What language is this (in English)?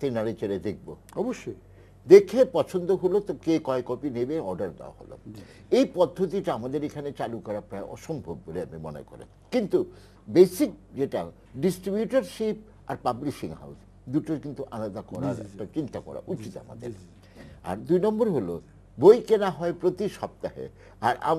Bangla